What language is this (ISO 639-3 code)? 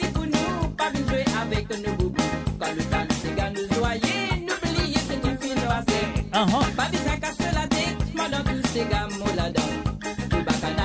mfe